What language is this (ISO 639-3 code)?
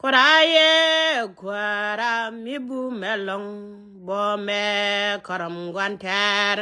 nus